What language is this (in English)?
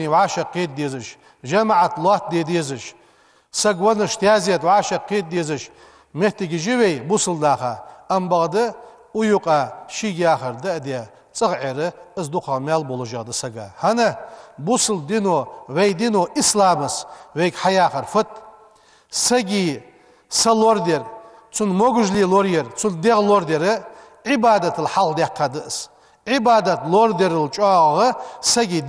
Ingush